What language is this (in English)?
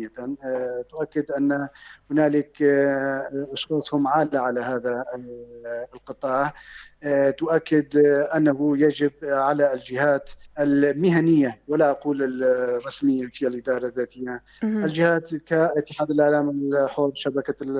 North Levantine Arabic